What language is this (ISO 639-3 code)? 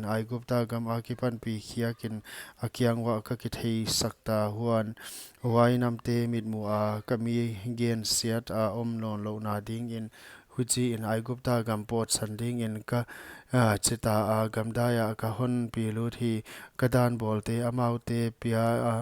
pck